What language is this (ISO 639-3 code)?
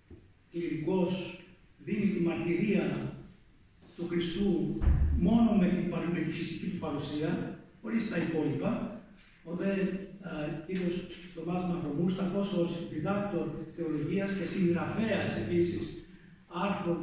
ell